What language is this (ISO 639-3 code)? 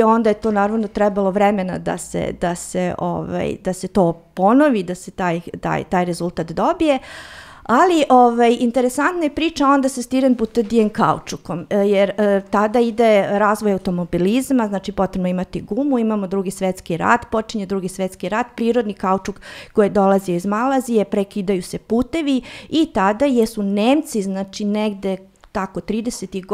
srp